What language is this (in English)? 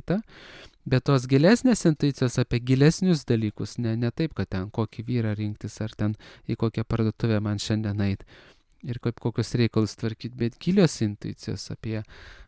Lithuanian